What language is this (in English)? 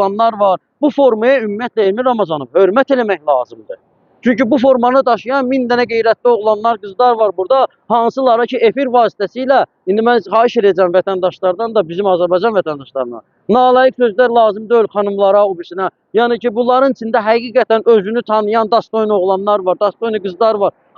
Azerbaijani